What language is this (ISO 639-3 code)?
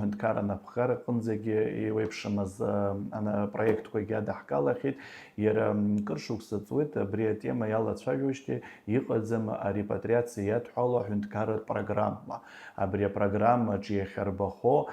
abk